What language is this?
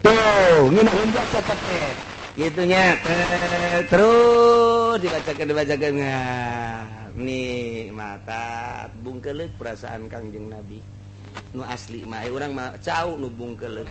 Sundanese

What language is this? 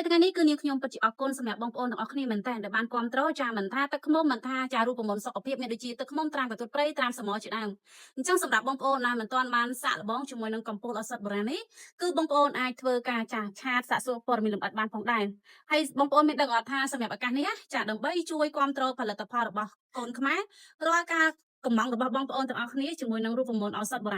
Khmer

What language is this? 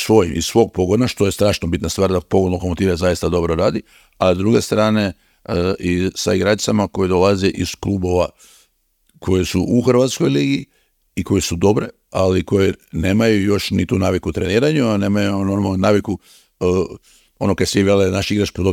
Croatian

